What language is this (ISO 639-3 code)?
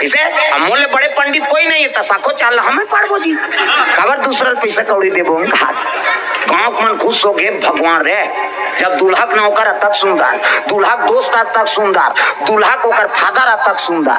hne